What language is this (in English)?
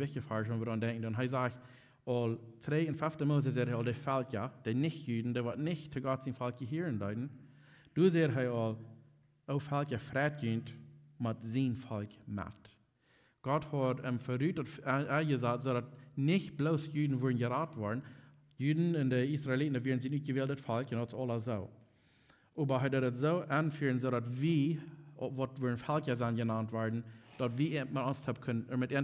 Plautdietsch